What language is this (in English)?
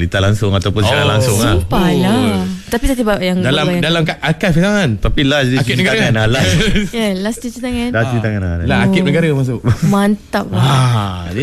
Malay